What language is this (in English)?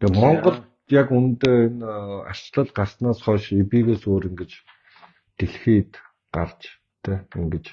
Mongolian